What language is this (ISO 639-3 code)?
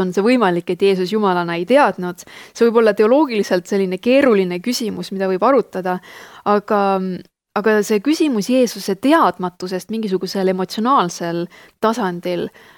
est